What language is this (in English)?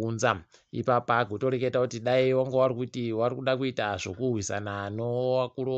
Ndau